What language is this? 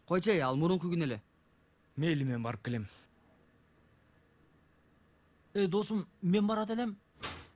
Kyrgyz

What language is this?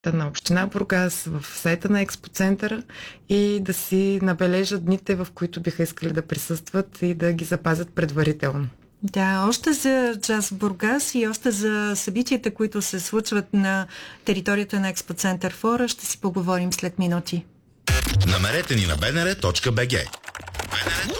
Bulgarian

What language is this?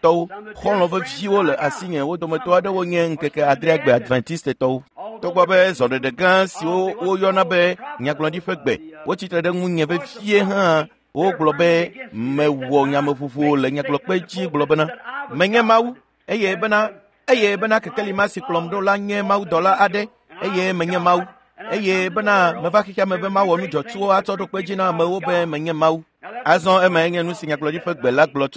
Ewe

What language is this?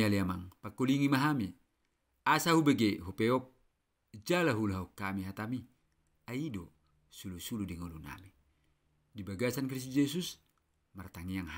Batak Toba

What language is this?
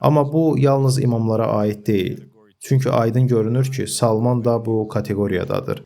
Azerbaijani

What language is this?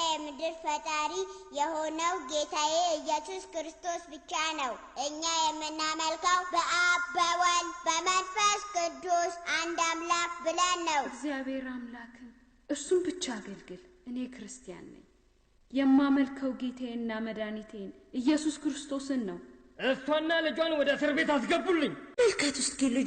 Amharic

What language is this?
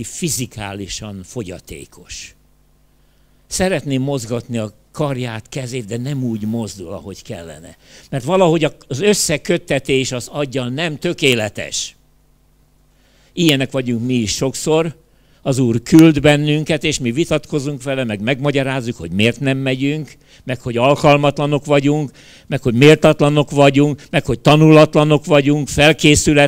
Hungarian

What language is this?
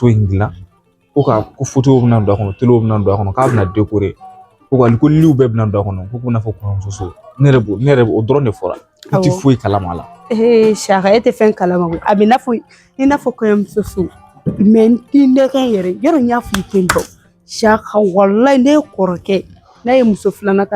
Bambara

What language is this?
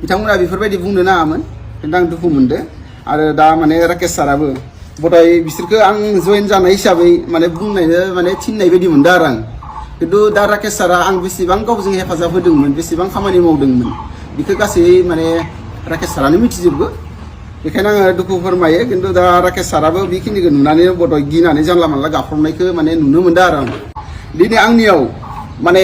Bodo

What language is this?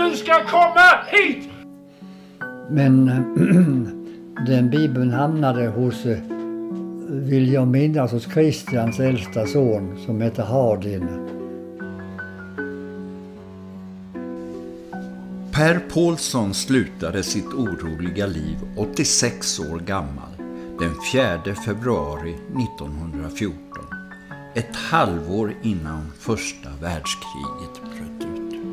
Swedish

